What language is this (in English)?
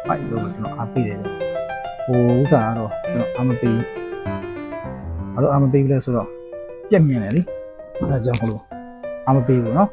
Burmese